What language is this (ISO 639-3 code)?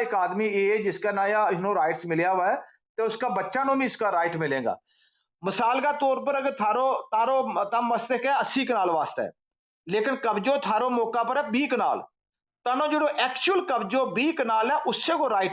gju